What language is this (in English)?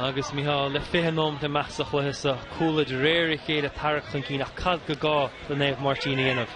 Irish